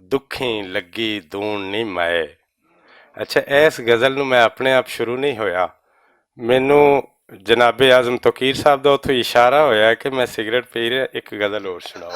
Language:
Western Panjabi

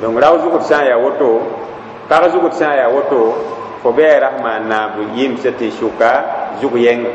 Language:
Mossi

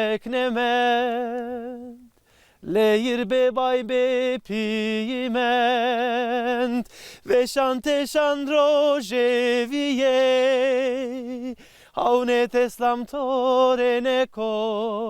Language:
Zaza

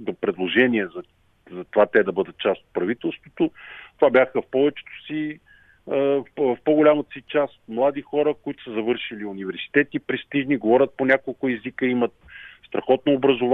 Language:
Bulgarian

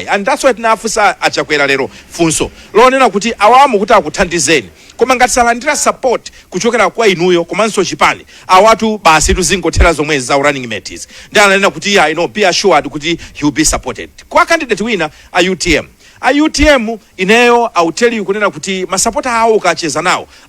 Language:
Nyanja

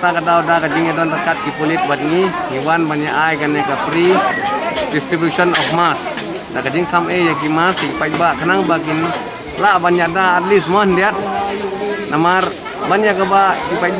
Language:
Khasi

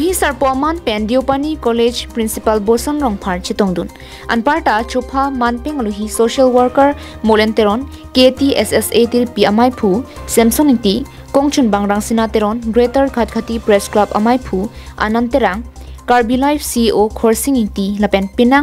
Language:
Karbi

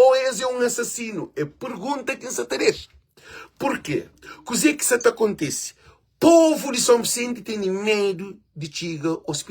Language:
Kabuverdianu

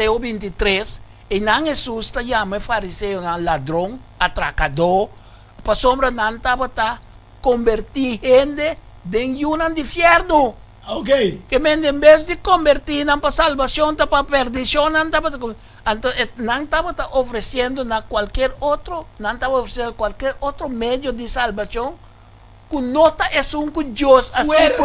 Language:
Papiamento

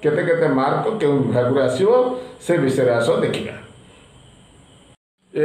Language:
Odia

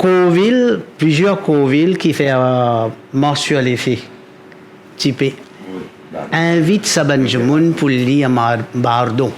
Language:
Morisyen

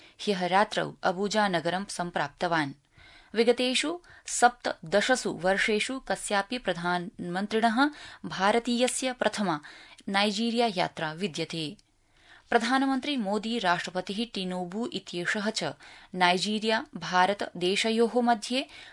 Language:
Sanskrit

